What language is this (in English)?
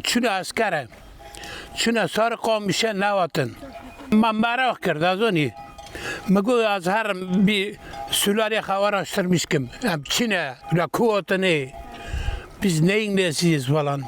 Kurdish